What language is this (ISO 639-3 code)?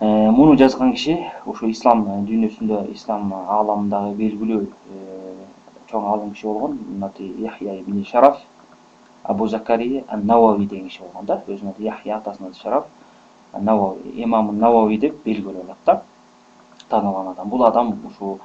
kir